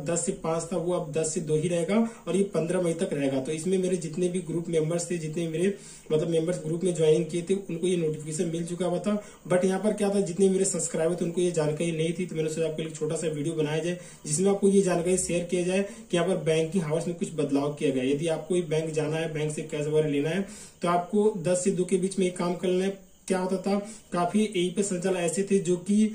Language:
Hindi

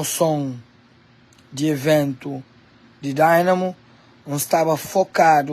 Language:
Kabuverdianu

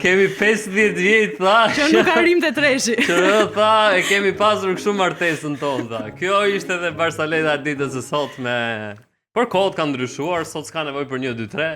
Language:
Albanian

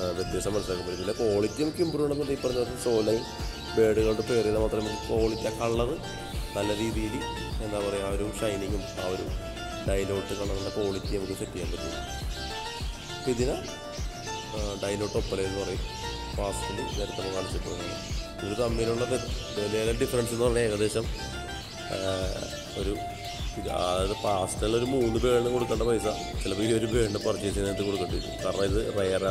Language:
Malayalam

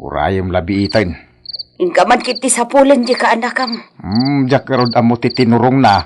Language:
Iloko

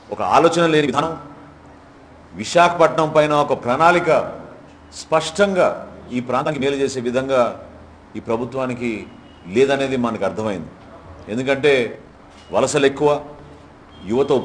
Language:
Telugu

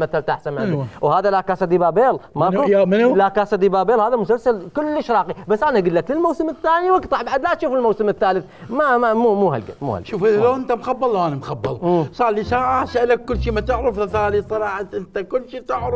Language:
Mesopotamian Arabic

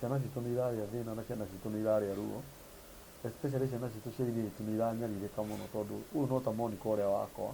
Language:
Kikuyu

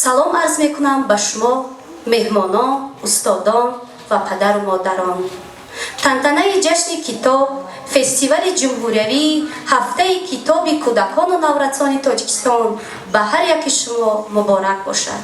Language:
Tajik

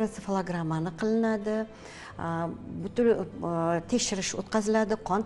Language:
Uzbek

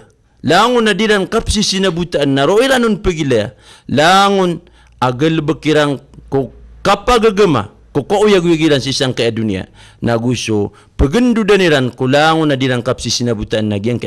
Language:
Maranao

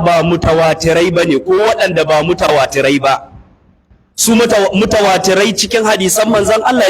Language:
Hausa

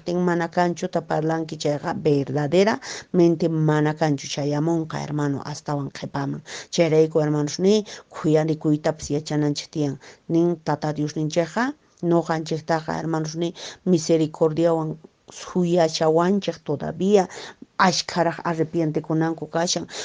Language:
Quechua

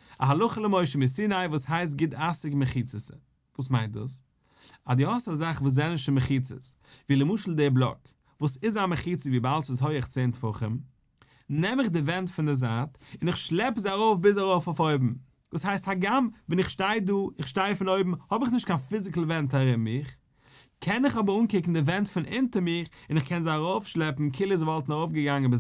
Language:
Yiddish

